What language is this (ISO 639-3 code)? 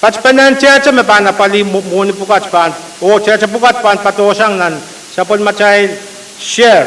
pon